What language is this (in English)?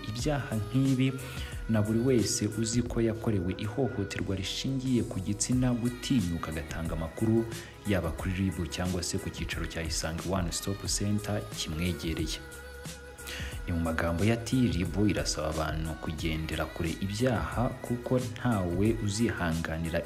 Kinyarwanda